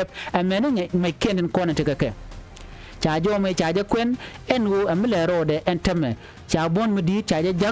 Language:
Nuer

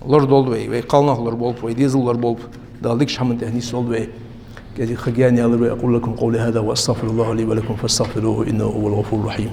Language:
Ingush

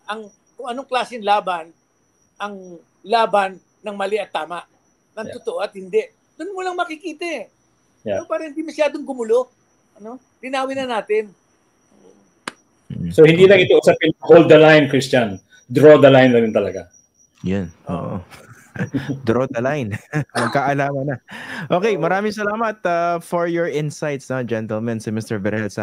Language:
Filipino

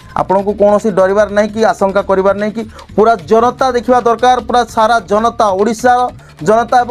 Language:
Odia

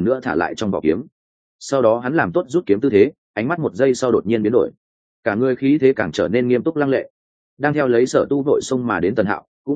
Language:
Vietnamese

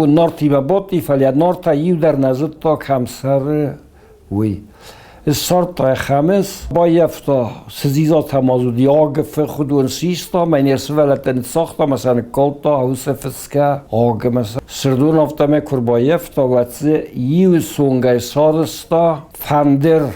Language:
Ossetic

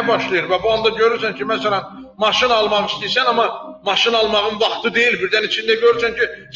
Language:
Azerbaijani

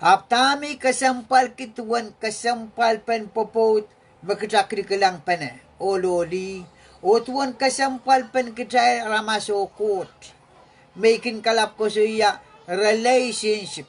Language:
Pohnpeian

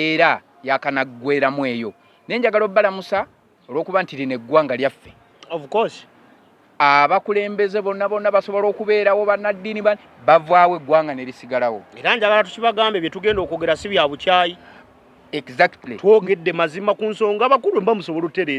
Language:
Ganda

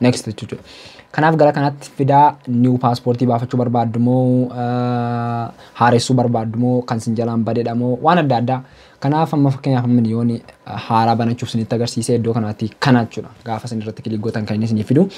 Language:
Oromo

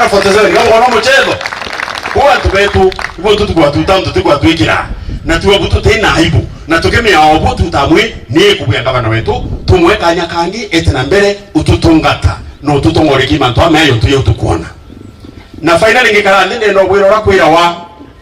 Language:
Meru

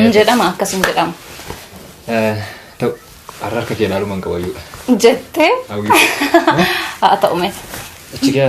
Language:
Oromo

